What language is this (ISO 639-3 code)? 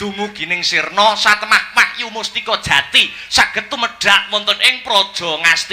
jav